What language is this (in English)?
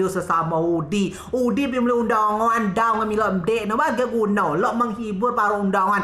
Rejang